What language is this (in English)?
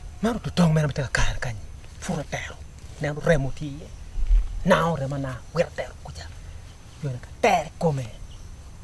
Acoli